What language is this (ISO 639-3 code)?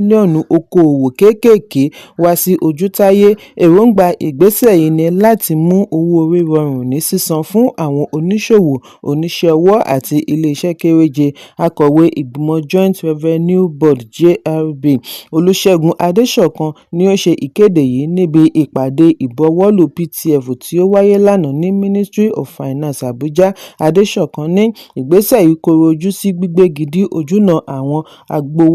yor